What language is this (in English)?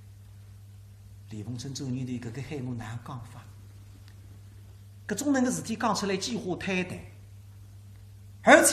Wu Chinese